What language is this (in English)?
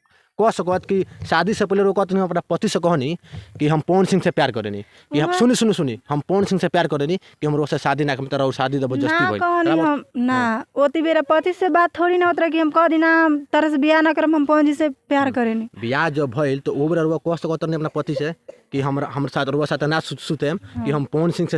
Bhojpuri